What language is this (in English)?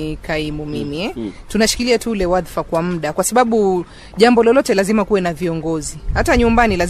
Swahili